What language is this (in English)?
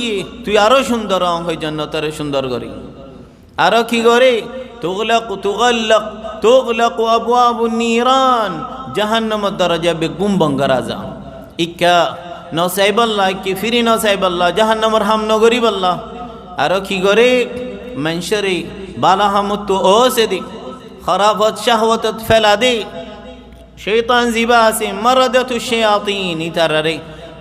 Rohingya